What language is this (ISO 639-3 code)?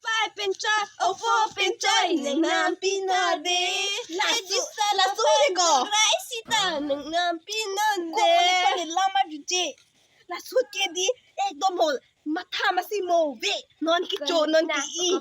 mjw